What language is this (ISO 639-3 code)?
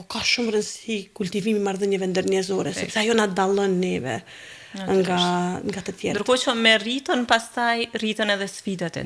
sqi